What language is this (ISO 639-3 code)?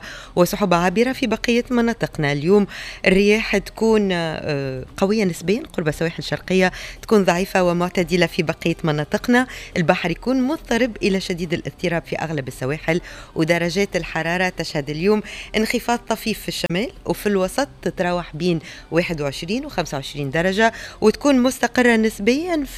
aeb